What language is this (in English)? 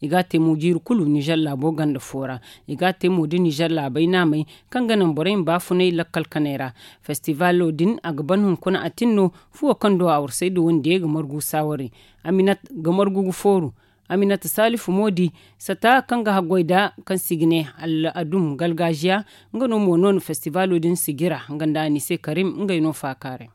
Zarma